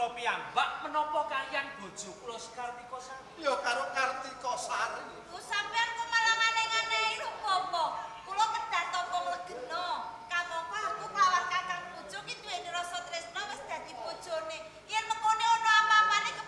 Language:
Javanese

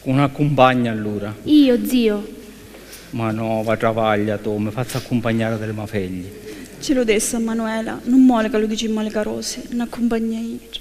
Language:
Sicilian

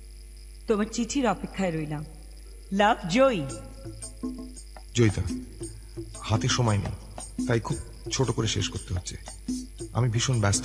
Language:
Bangla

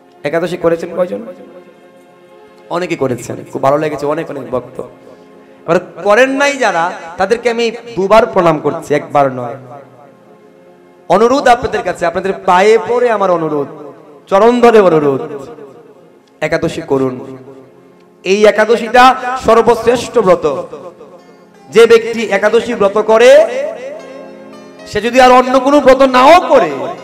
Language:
Bangla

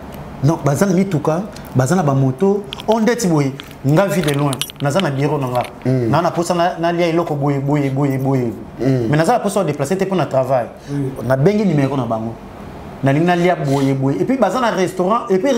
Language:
Lingala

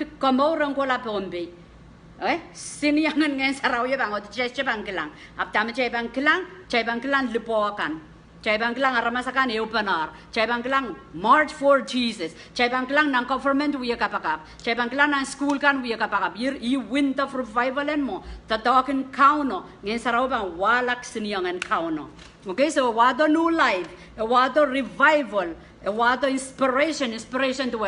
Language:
Pohnpeian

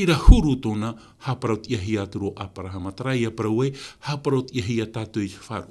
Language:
Tahitian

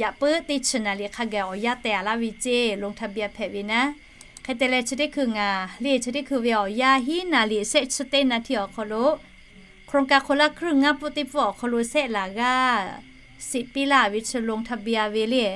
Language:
Lahu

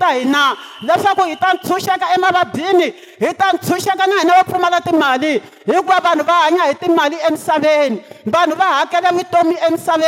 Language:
Tsonga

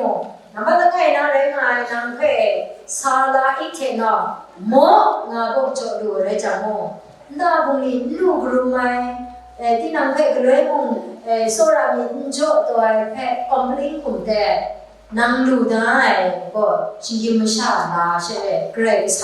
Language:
Kachin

